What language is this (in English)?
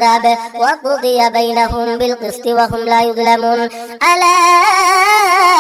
Arabic